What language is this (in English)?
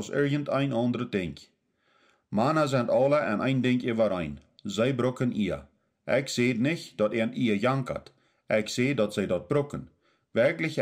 Plautdietsch